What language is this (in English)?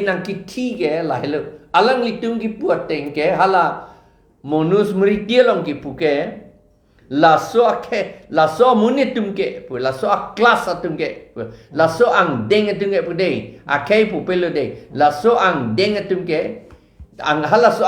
Karbi